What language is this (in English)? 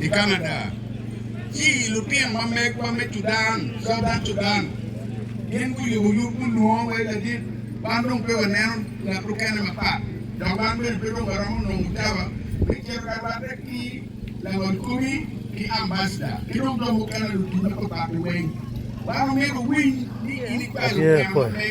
Acoli